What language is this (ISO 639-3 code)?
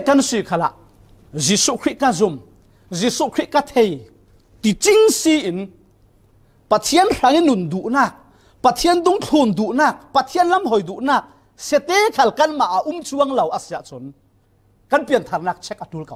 cfm